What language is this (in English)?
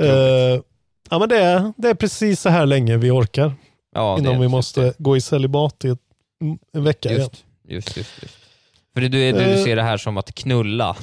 Swedish